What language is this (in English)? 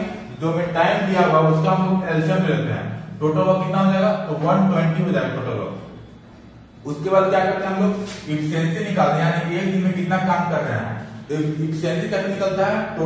Hindi